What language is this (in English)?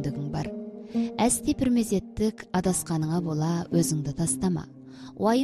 Kazakh